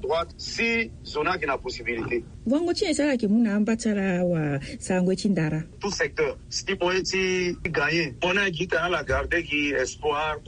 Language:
Sango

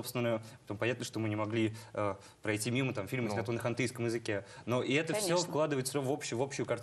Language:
Russian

